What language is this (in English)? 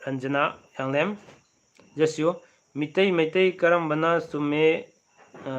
Manipuri